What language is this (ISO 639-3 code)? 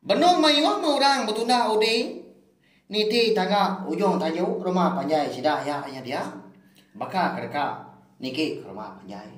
iba